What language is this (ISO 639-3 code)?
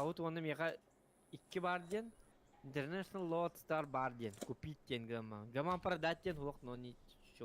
sah